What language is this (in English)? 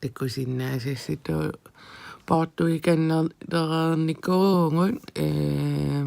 Kalaallisut